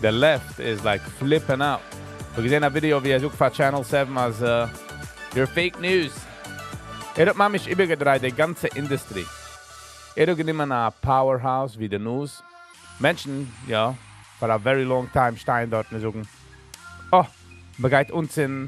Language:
Yiddish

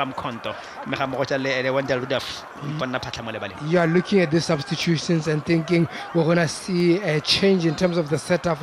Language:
Tswana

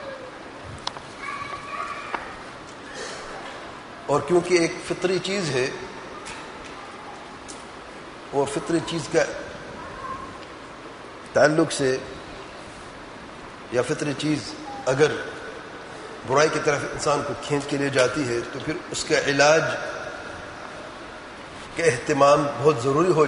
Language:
Urdu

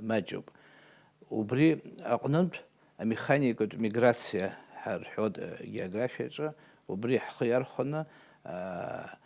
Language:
Abkhazian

